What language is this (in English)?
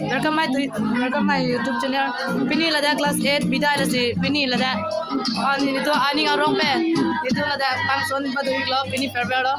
Karbi